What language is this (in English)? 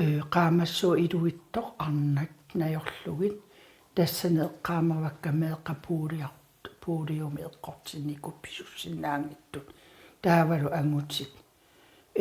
Kalaallisut